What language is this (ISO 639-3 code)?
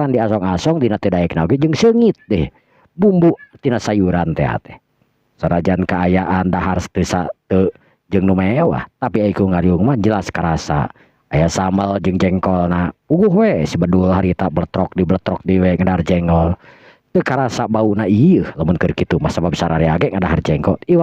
sun